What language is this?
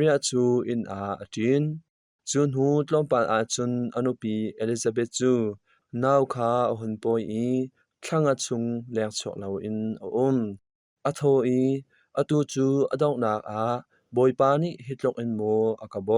Hakha Chin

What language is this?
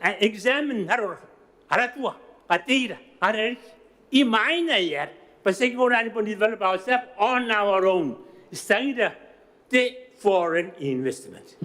Gilbertese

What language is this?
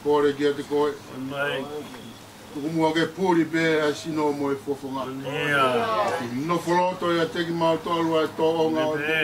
Tongan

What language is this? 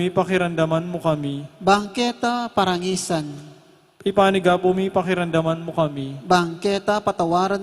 Pampanga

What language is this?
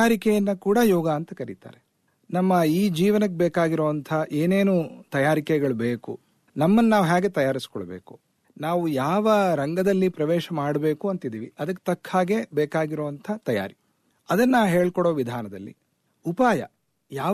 Kannada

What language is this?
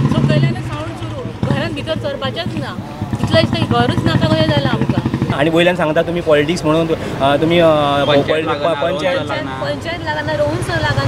Konkani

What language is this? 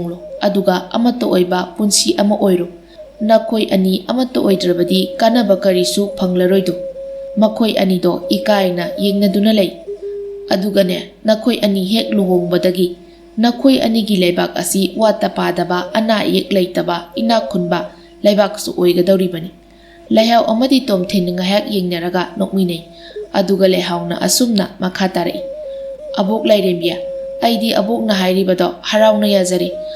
Manipuri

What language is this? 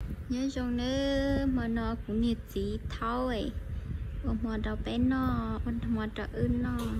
Hmong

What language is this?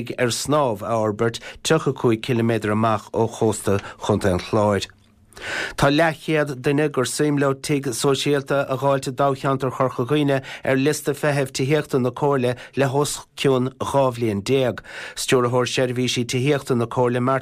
Irish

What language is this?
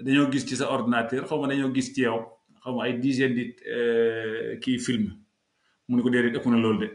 Wolof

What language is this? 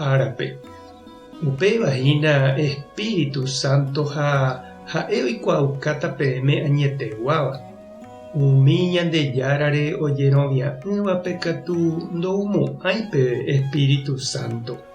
Guarani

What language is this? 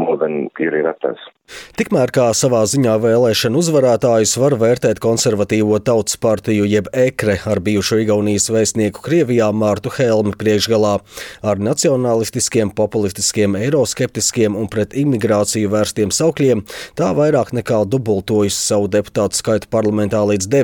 Latvian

